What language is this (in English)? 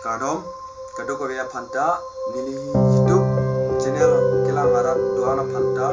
Karbi